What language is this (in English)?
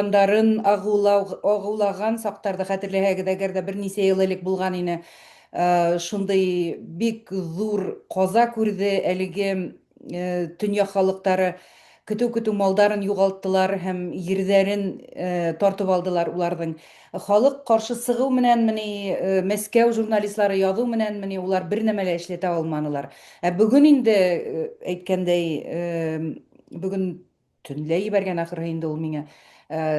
Bashkir